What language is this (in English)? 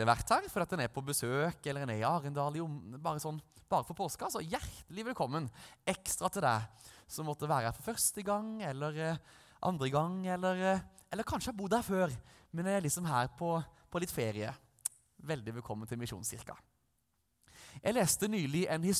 Norwegian